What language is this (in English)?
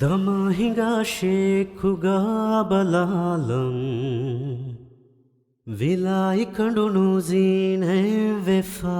Divehi